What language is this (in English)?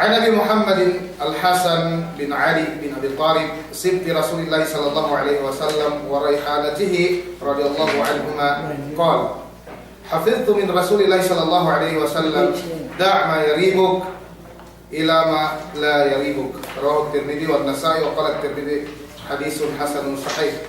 Yakan